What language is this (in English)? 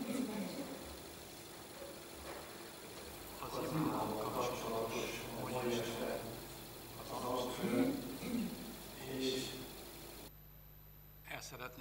Hungarian